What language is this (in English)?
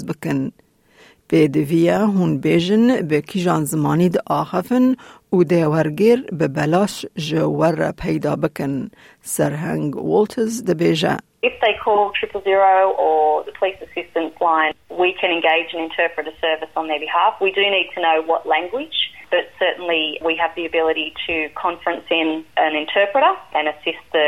Kurdish